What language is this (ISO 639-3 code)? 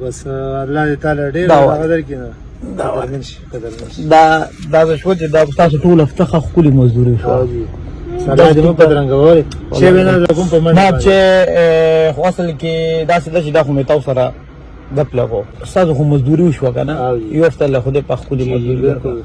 pus